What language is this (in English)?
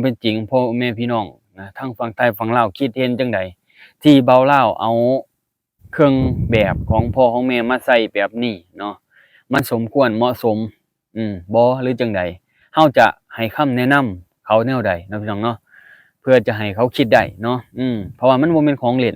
Lao